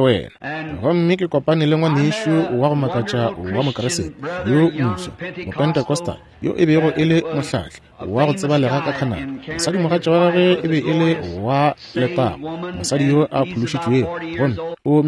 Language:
Northern Sotho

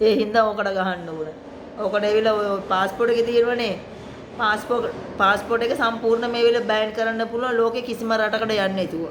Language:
Sinhala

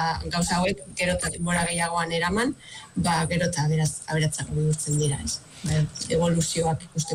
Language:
Basque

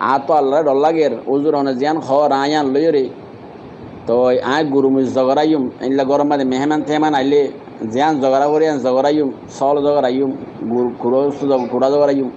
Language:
Rohingya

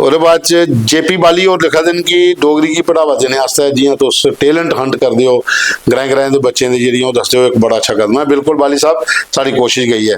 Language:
Dogri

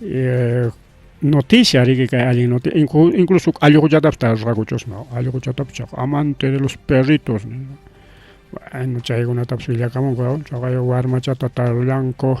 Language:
Ayacucho Quechua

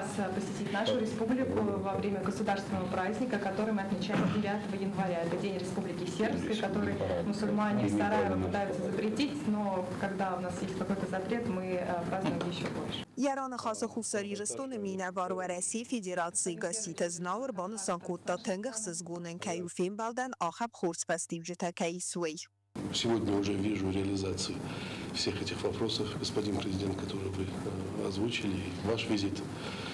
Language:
Ossetic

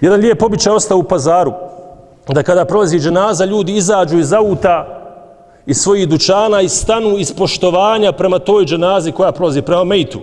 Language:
Bosnian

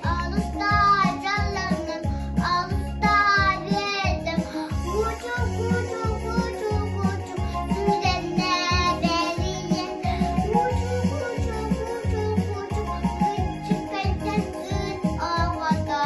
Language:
Yakut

